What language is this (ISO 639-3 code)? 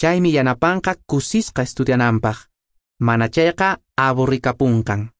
que